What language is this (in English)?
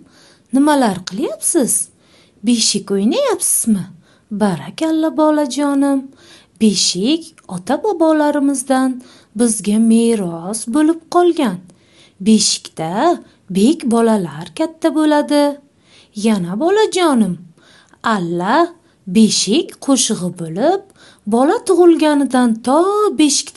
Uzbek